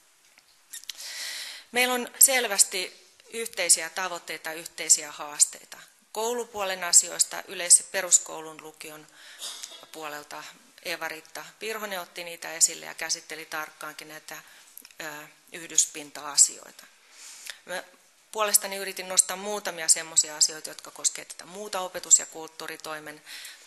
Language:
Finnish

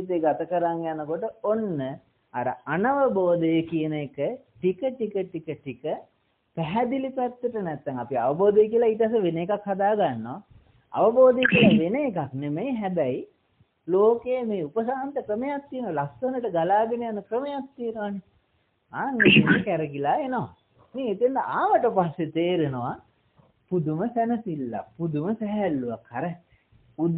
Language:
Sinhala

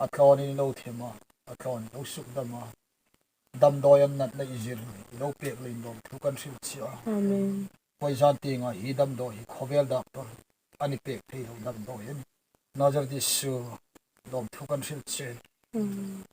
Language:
Hmar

